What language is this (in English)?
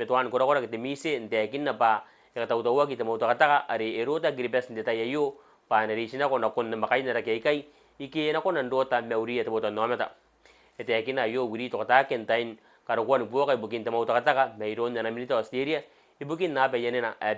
Gilbertese